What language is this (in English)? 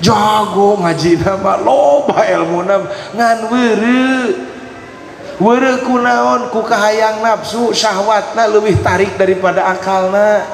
Sundanese